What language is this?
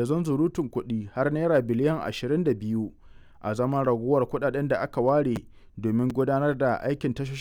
Hausa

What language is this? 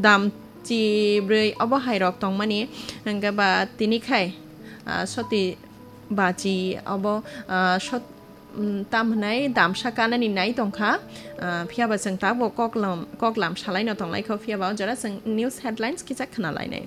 Kok Borok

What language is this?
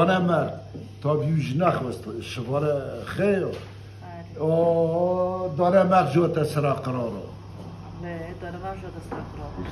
Kurdish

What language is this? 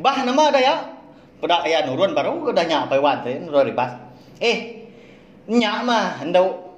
Iban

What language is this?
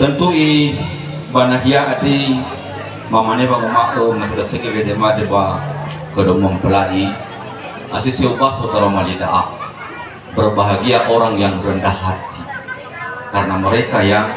Nias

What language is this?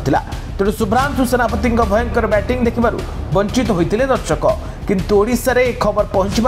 Odia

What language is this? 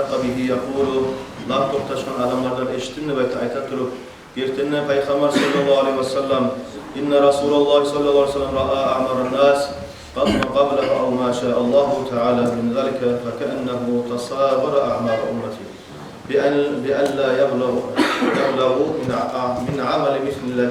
Kumyk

